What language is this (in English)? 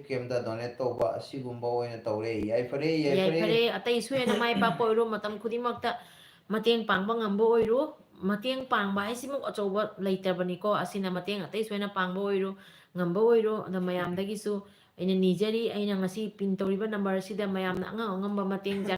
Manipuri